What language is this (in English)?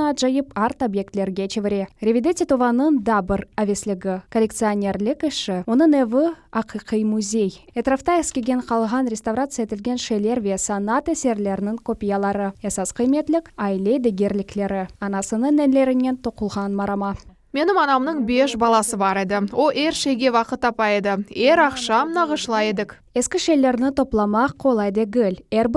Crimean Tatar